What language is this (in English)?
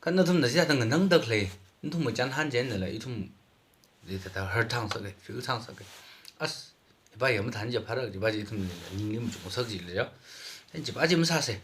Tangkhul Naga (India)